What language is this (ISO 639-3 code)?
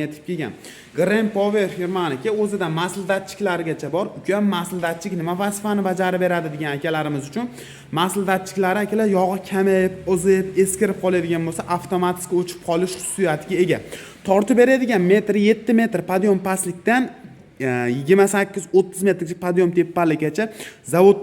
uzb